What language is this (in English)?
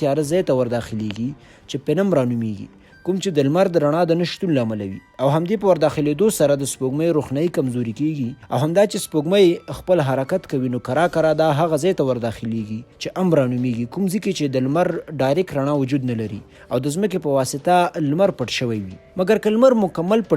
Pashto